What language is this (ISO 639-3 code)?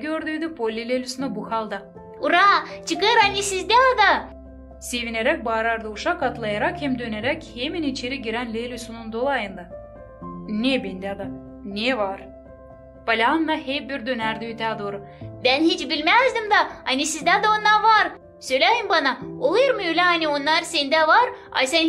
gag